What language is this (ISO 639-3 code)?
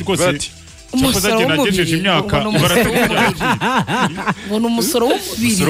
kin